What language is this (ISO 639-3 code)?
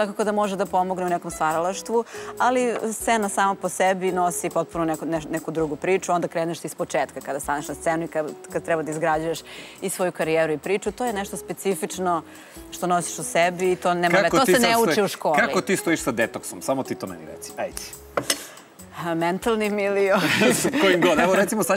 srp